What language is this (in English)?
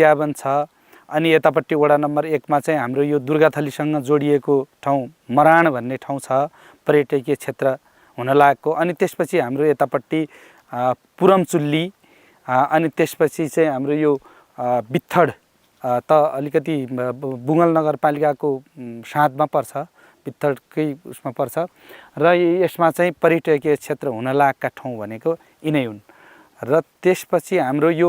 Nepali